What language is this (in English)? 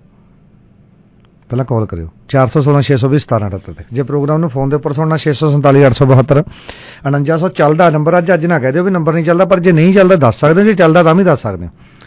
Punjabi